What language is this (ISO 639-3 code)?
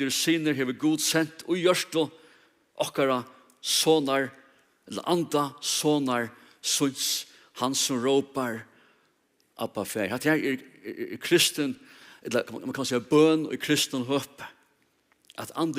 fao